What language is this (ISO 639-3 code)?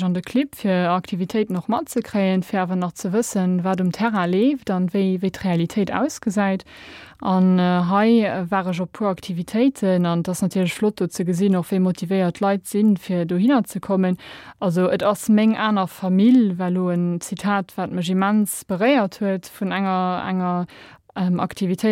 ltz